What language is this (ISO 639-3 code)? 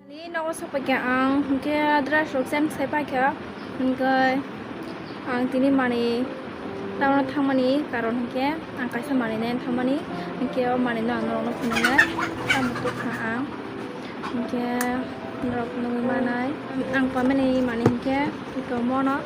trp